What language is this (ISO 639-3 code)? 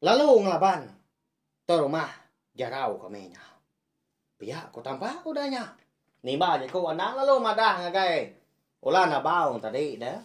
iba